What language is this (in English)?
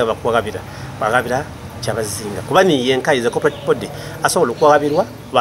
Soga